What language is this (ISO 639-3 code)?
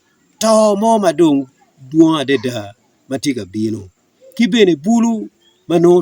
ach